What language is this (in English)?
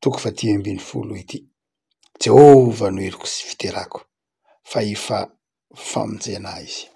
Malagasy